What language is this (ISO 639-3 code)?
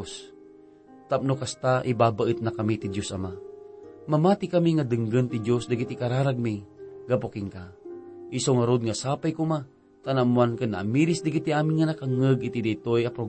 ilo